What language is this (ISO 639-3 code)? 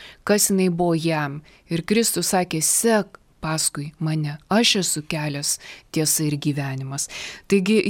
lit